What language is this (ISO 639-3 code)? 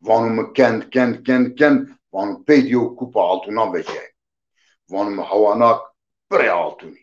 zza